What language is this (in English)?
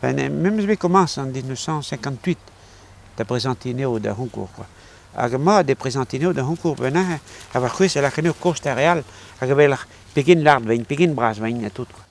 Breton